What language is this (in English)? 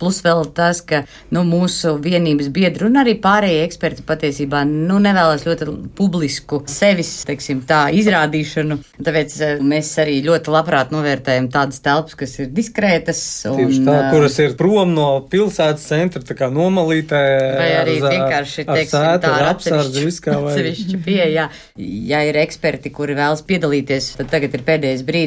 Latvian